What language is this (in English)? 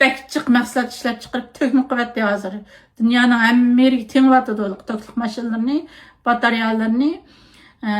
Uyghur